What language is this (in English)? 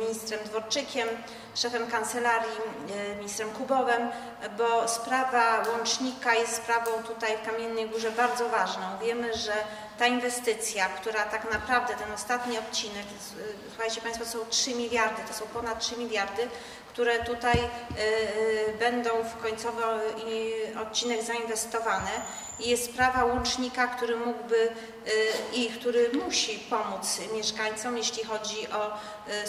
Polish